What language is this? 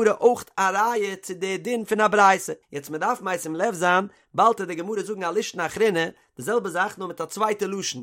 Yiddish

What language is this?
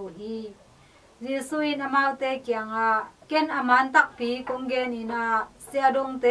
Tedim Chin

